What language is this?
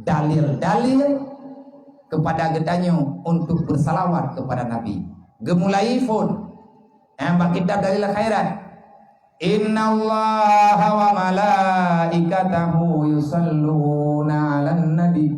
Achinese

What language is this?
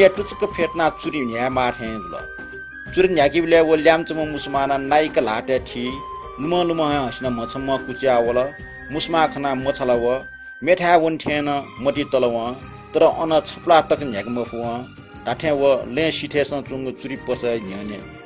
Newari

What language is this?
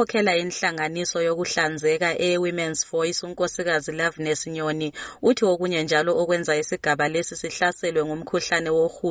North Ndebele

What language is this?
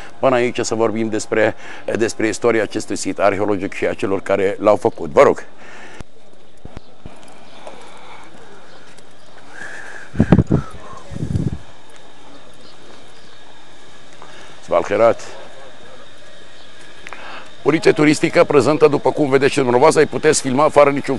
Romanian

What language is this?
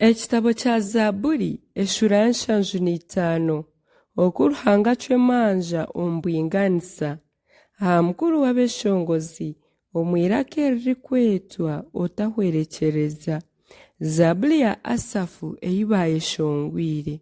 Nyankole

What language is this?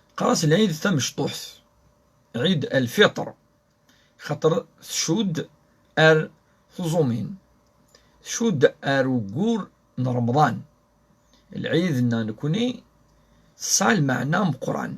Kabyle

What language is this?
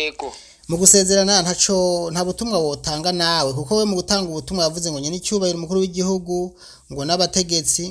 Rundi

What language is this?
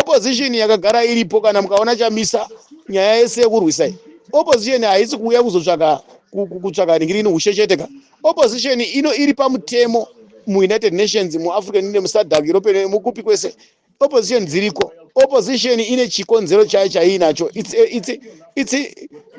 Shona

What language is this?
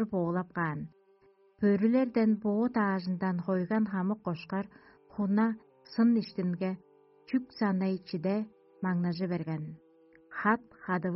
Tuvinian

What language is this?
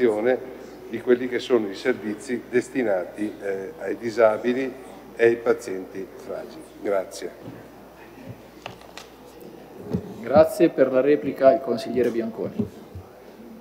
Italian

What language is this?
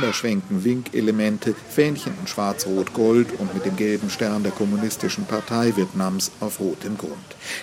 German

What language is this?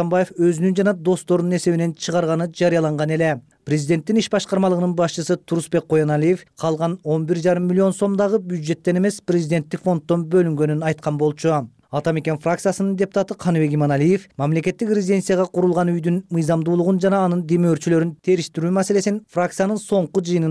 Kyrgyz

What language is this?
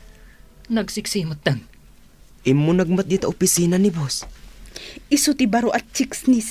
Iloko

